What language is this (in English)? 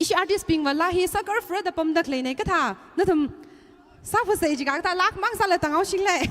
Tangkhul Naga (India)